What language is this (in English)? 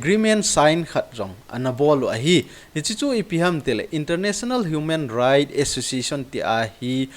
Thado Chin